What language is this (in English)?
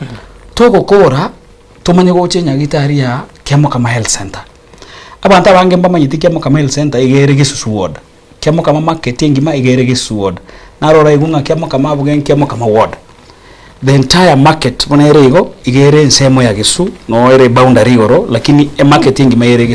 Gusii